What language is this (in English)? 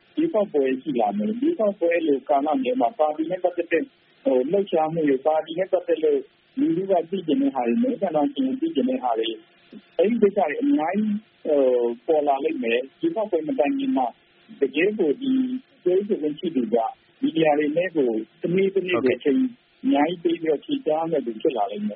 Burmese